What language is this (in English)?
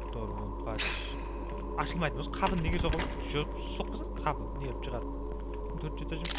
Kara-Kalpak